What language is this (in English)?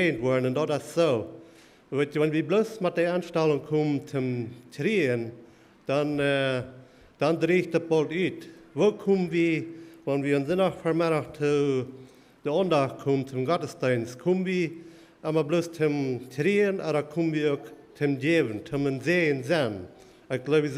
Plautdietsch